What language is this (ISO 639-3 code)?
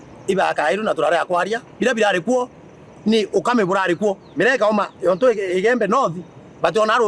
mer